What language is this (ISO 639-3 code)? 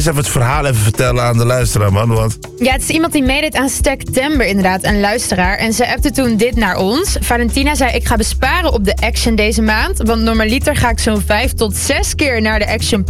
nld